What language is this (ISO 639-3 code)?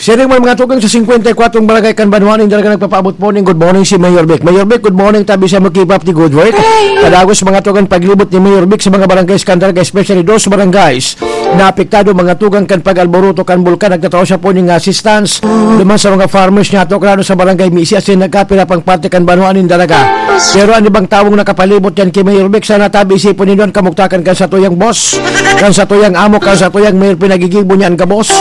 bik